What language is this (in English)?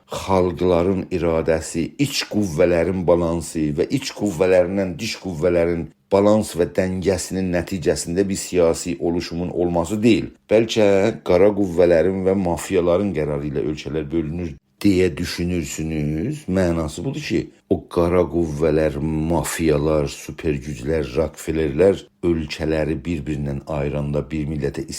South Azerbaijani